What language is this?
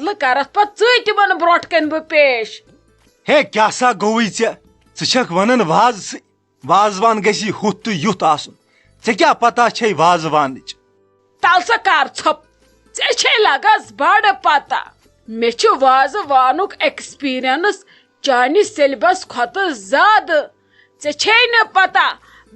Kashmiri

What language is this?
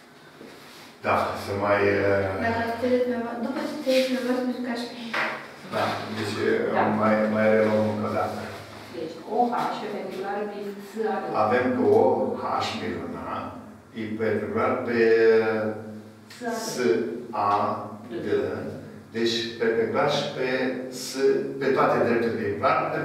Romanian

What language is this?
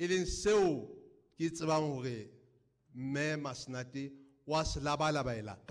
Southern Sotho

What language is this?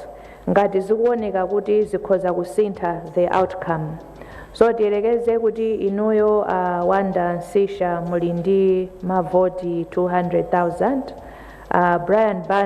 Nyanja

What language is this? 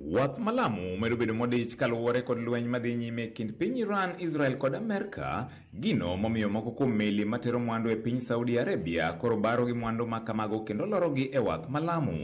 Luo (Kenya and Tanzania)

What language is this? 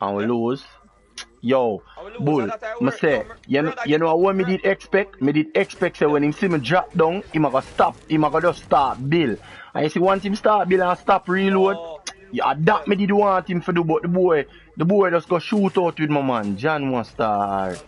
Jamaican Creole English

